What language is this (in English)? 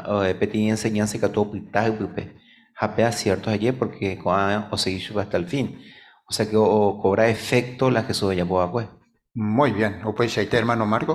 Guarani